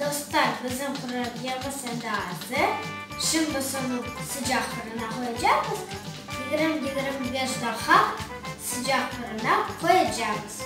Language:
Crimean Tatar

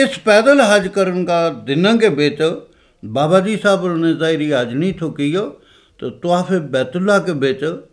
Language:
Gujari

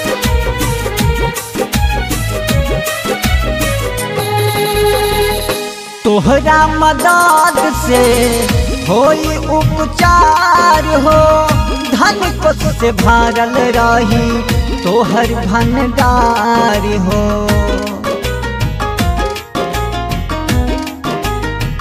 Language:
Bhojpuri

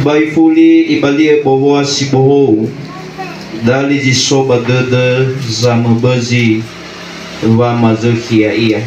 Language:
Nias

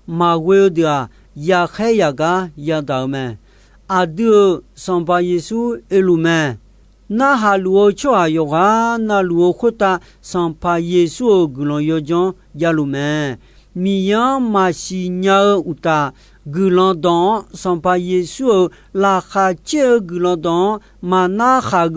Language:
Akha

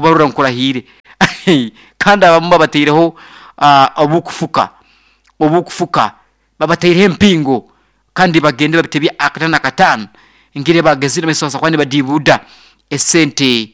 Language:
Nyoro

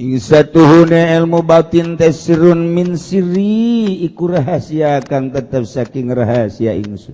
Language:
Sundanese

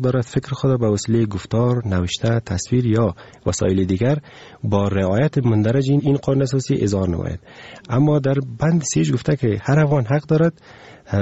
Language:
Persian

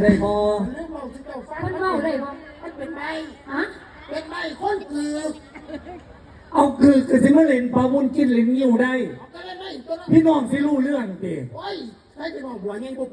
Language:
Lao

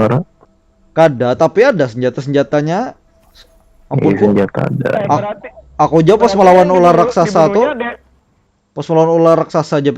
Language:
Banjar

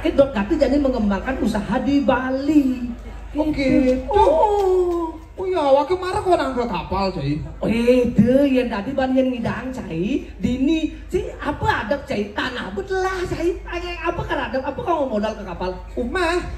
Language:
Balinese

